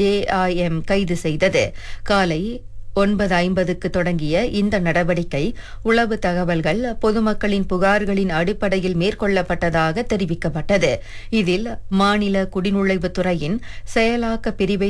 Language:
Tamil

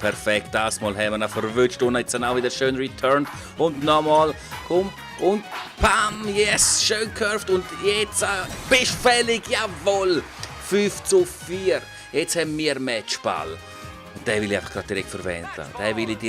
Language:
Swiss German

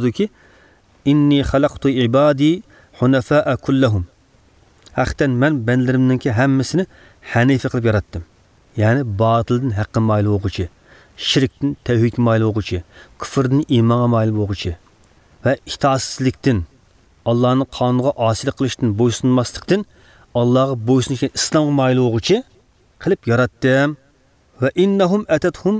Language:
Uyghur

